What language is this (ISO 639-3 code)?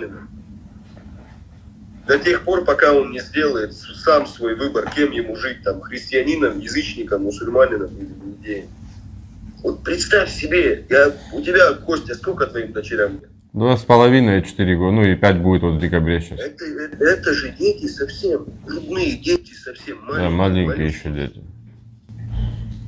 rus